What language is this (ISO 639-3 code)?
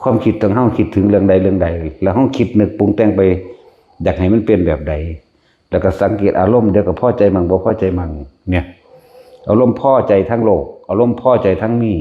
tts